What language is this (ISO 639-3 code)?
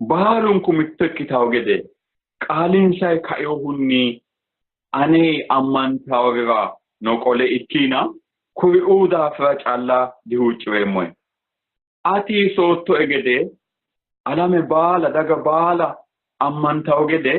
sid